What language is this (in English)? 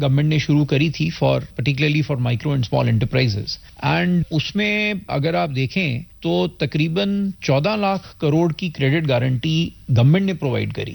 Hindi